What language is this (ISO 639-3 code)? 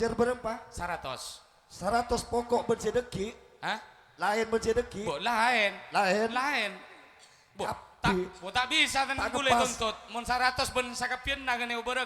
mad